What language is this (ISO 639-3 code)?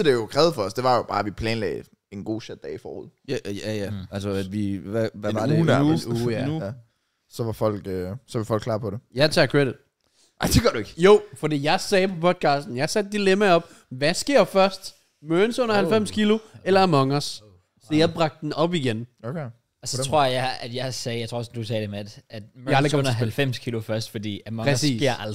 dan